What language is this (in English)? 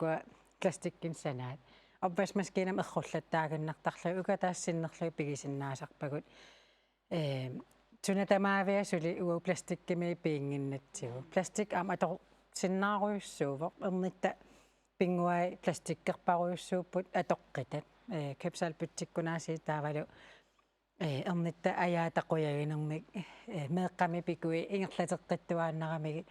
Kalaallisut